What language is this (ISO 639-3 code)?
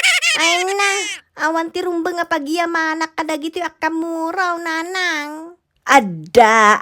ilo